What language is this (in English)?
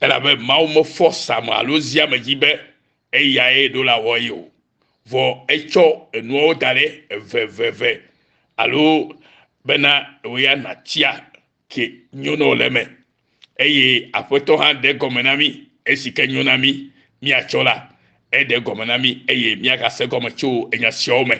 Ewe